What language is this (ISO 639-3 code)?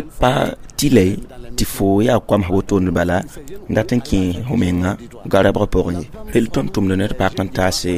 mos